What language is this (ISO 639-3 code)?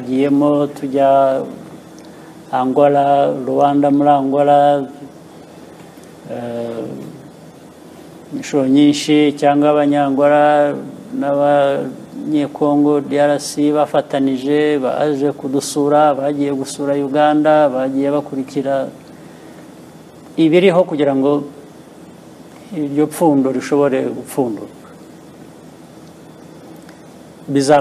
kin